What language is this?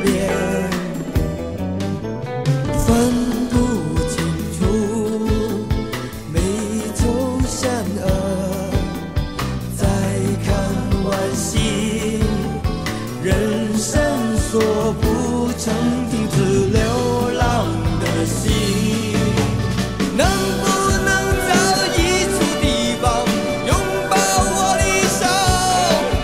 Chinese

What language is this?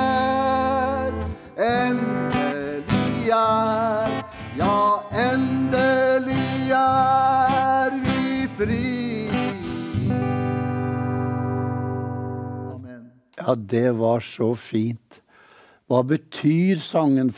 Norwegian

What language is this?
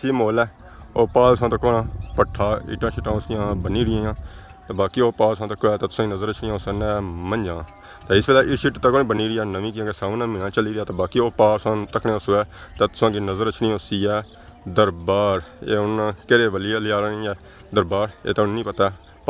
Pahari-Potwari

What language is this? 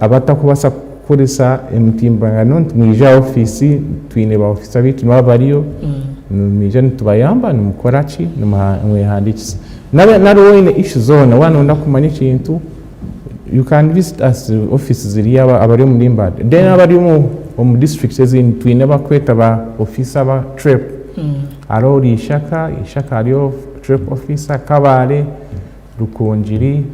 Nyankole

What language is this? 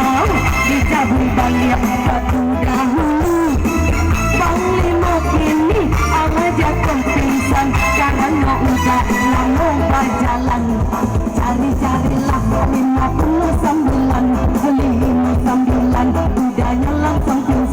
Minangkabau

